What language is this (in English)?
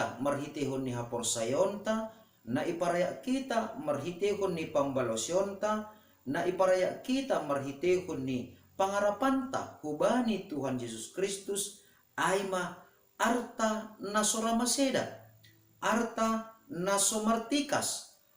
Batak Simalungun